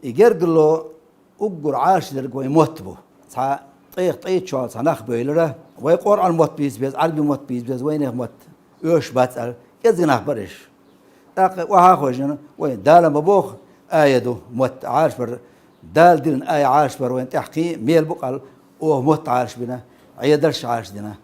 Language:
Chechen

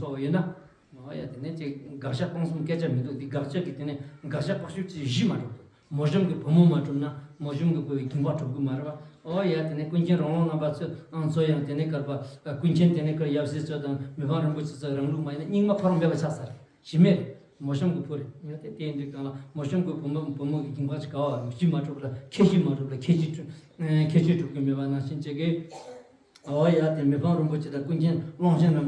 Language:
Tibetan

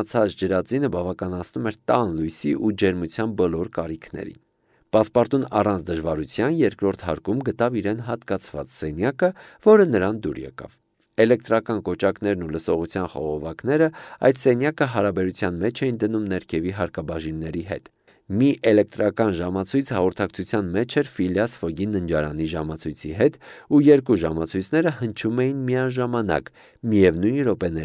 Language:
Armenian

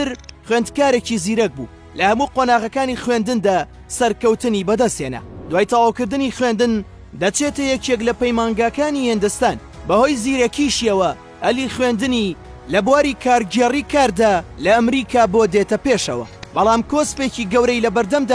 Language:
Central Kurdish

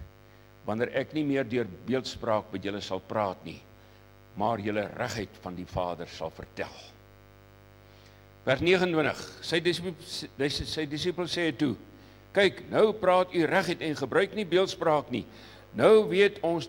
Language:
Afrikaans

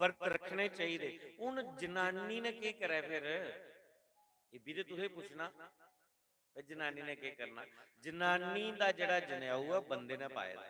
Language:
Dogri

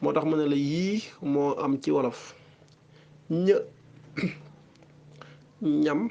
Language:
Wolof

